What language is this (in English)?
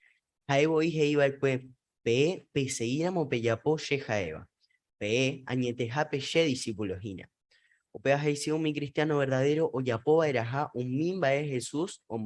Guarani